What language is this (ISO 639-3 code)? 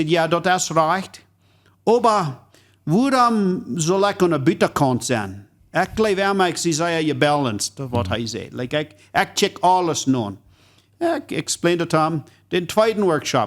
pdt